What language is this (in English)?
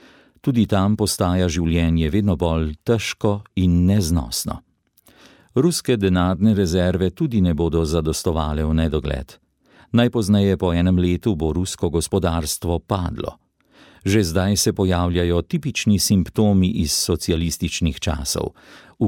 Slovenian